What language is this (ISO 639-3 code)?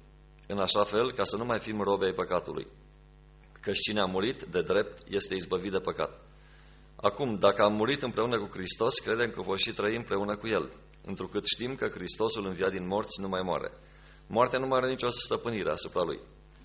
ron